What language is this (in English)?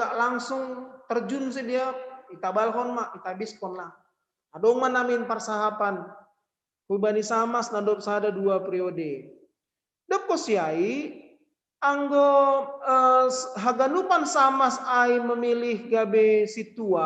Batak Simalungun